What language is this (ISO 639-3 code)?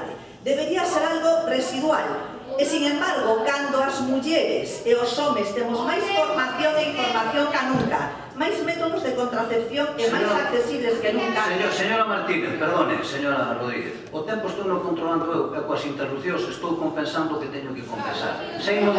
glg